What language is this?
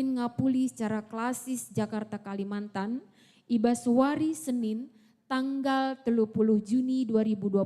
Batak Karo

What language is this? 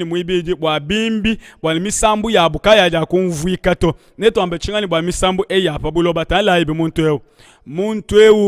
Luba-Lulua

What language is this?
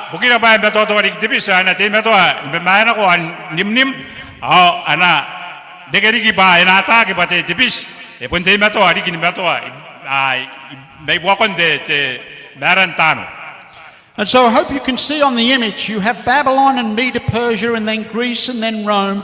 Gilbertese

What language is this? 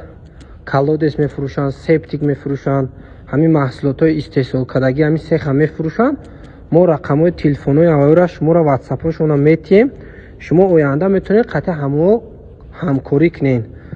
Tajik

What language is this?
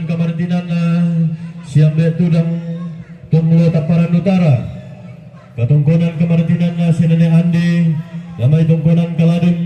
Toraja-Sa'dan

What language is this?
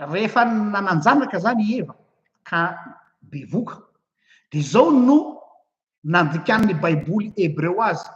Malagasy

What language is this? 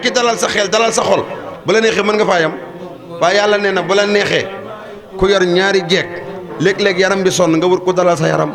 Wolof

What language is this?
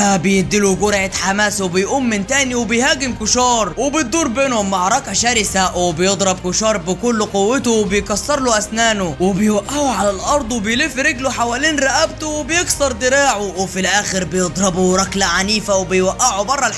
Egyptian Arabic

